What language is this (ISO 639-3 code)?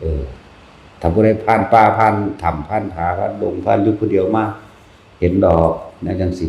lao